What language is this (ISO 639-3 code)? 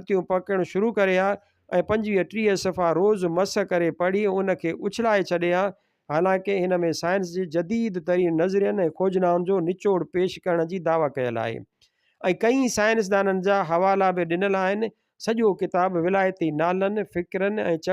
snd